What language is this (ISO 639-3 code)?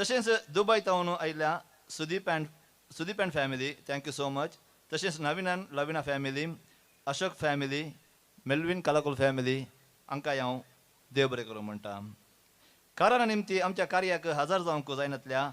kok